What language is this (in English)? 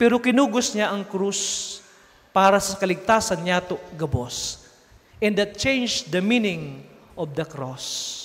Bikol